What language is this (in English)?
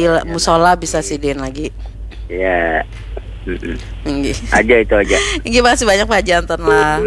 Banjar